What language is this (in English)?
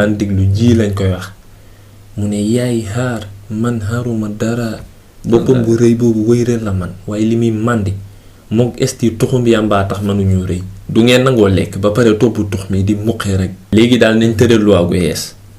Wolof